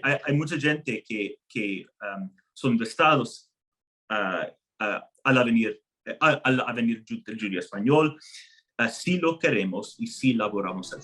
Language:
Ladino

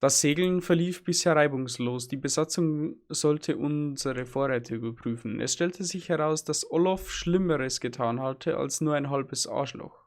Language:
Bavarian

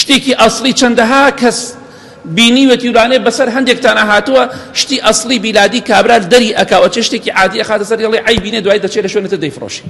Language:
Central Kurdish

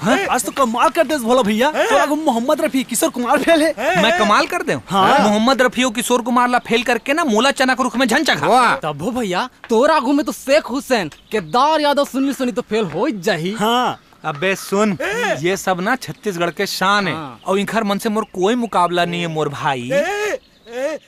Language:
Chhattisgarhi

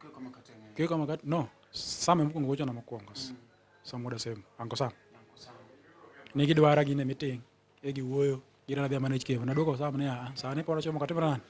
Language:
Luo (Kenya and Tanzania)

